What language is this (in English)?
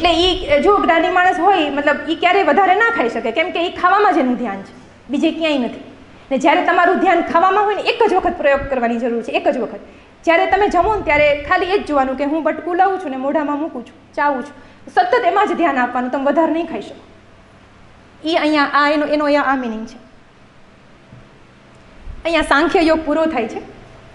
Gujarati